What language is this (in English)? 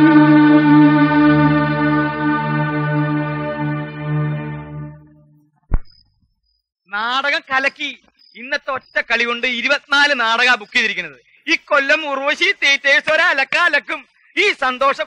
Malayalam